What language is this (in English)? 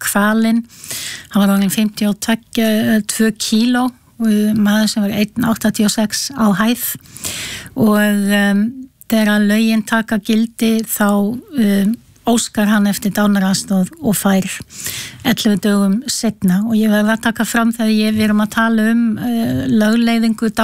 Icelandic